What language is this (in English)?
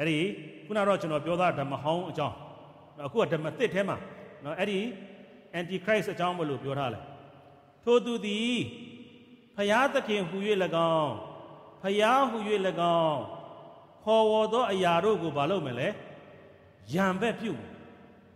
Burmese